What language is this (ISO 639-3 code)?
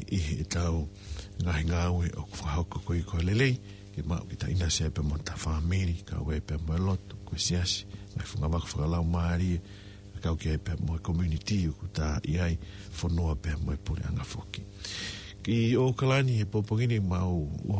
ton